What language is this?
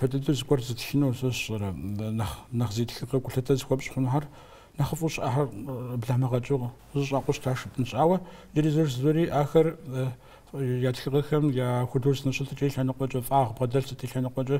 Kabardian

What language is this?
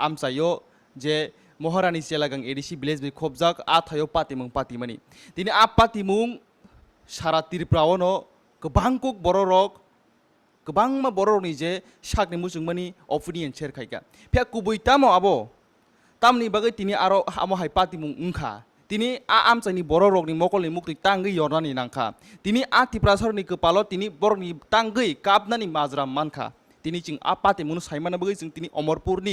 Kok Borok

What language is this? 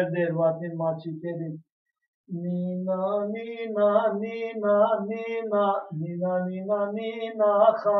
Zaza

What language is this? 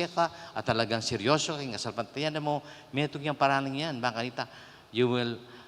Pampanga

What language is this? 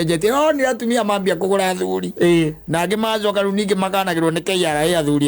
Kikuyu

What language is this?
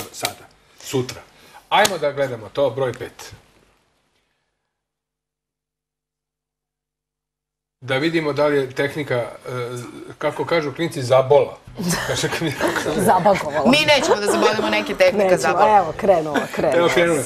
Serbian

